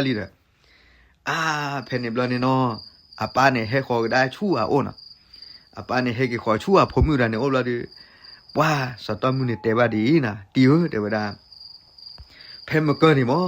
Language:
S'gaw Karen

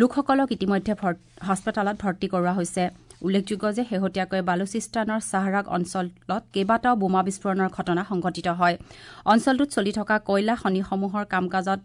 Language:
Assamese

